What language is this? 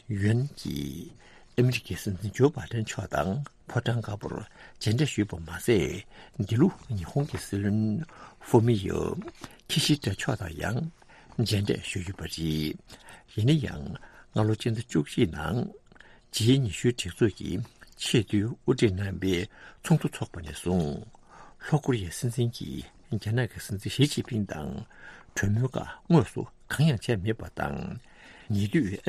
Tibetan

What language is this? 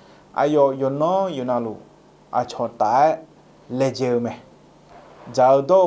Akha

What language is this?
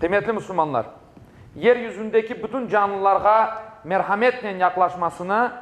Crimean Tatar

